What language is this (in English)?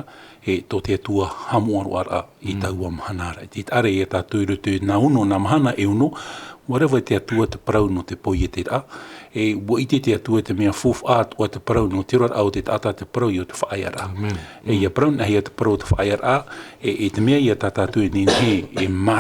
Tahitian